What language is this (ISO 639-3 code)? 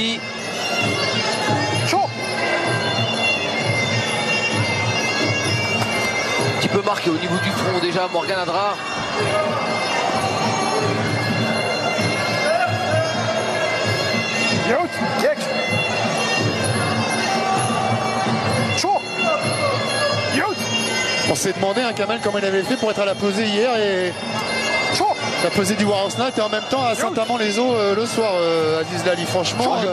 fra